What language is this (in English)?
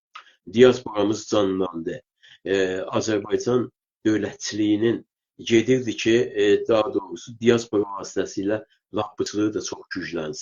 South Azerbaijani